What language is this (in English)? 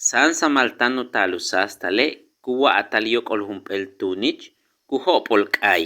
Yucateco